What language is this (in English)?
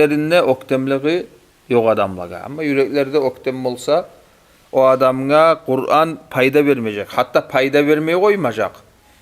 Kumyk